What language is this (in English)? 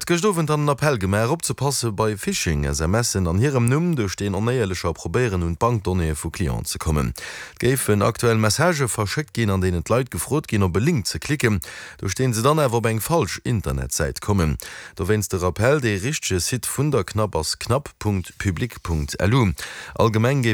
Luxembourgish